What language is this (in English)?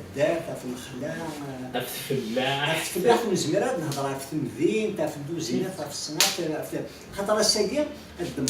Kabyle